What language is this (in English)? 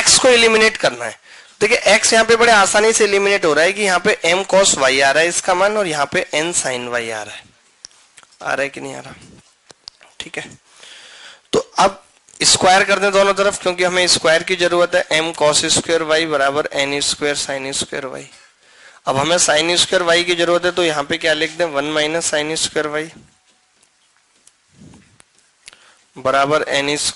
Hindi